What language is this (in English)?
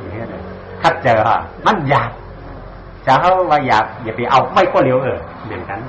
Shan